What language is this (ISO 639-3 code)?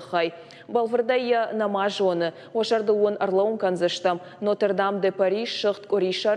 oss